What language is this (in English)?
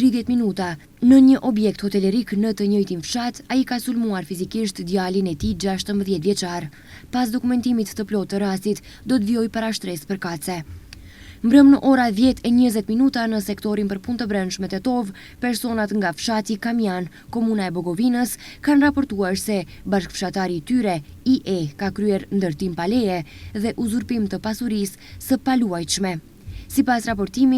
Albanian